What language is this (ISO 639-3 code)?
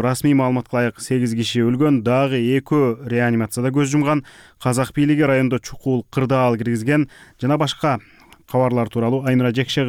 kir